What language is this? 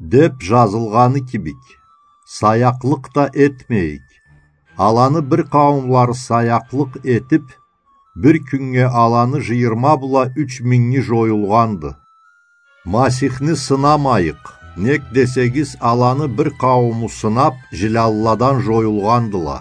Karachay-Balkar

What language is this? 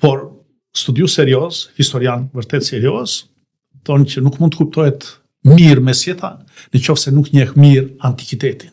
Albanian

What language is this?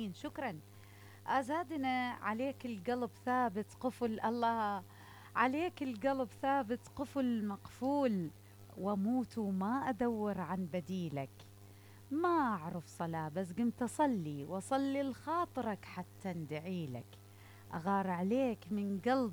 Mesopotamian Arabic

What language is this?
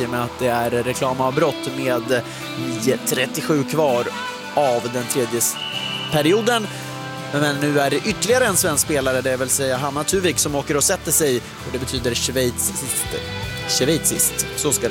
Swedish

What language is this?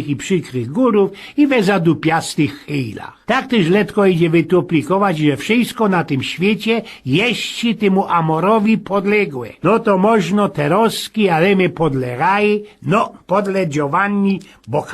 Silesian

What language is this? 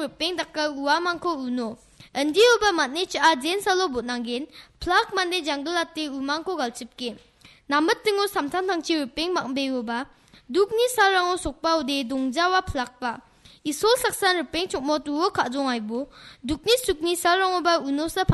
Garo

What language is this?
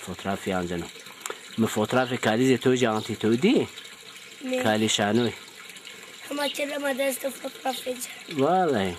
Zaza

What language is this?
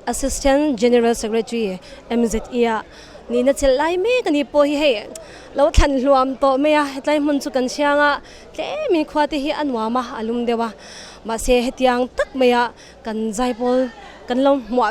Mizo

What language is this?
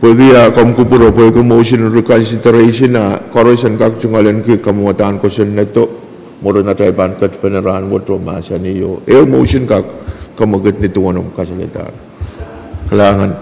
Pohnpeian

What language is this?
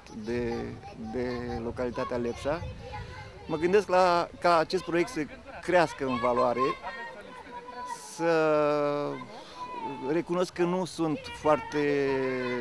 Romanian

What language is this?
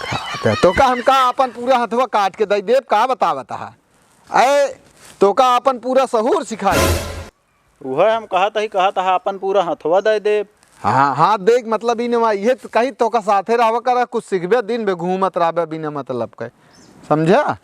Awadhi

